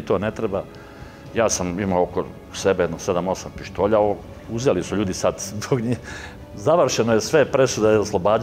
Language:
Serbian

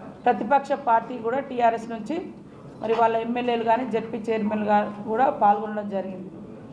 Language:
Telugu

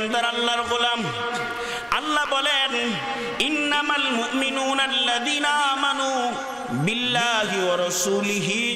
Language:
Bangla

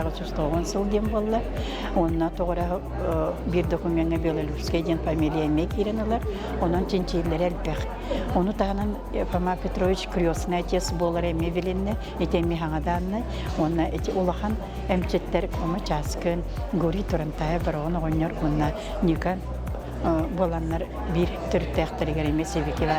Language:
Yakut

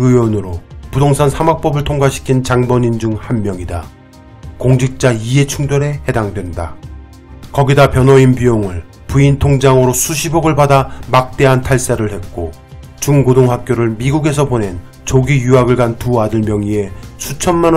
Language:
Korean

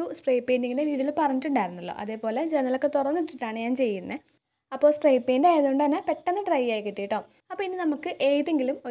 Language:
Malayalam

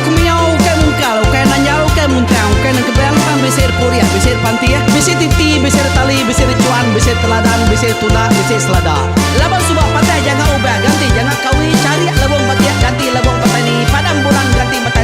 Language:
Iban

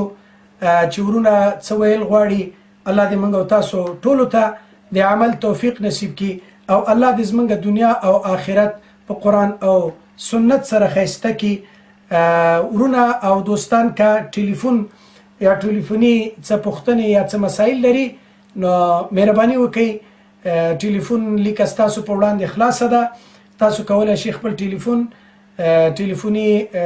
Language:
Pashto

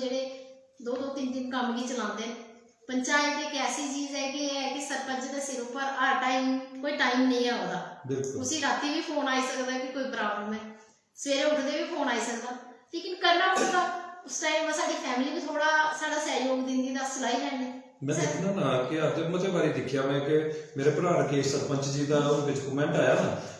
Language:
Dogri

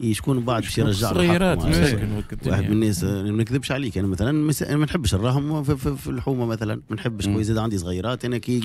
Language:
Tunisian Arabic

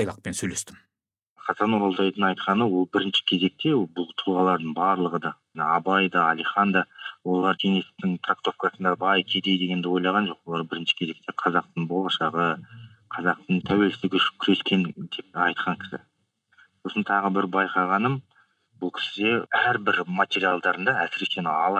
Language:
Kazakh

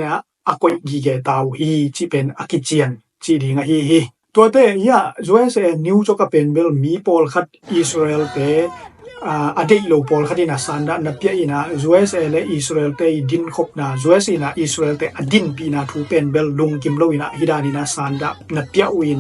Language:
Tedim Chin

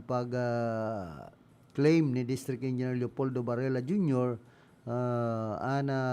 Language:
Bikol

